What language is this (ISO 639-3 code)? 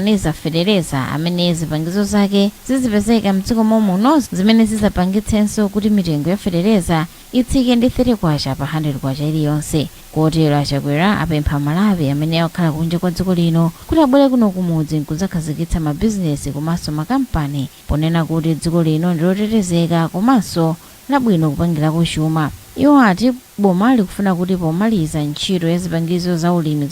nya